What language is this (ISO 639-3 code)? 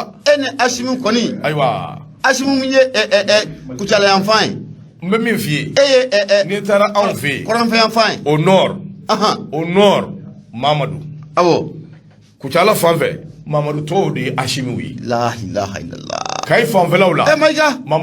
bam